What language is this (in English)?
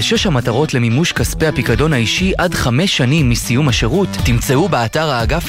Hebrew